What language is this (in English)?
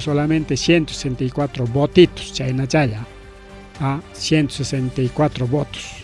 Ayacucho Quechua